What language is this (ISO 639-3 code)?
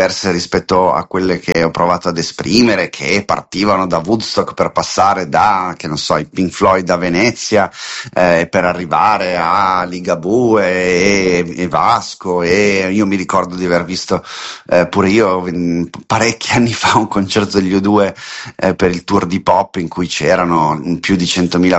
ita